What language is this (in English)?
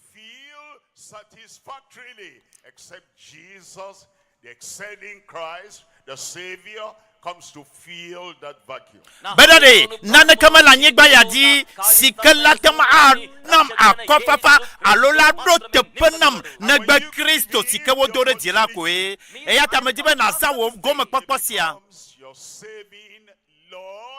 Ewe